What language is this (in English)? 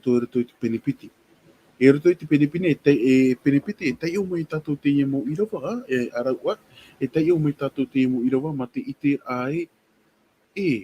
Tahitian